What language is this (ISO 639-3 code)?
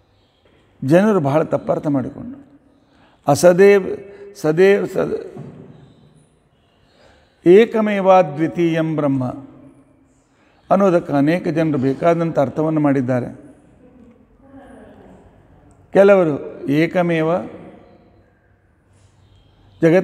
kan